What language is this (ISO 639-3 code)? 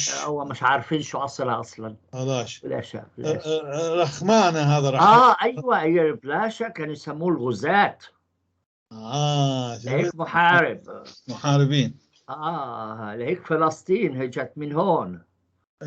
apc